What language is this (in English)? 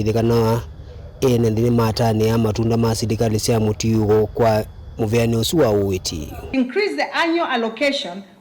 Kamba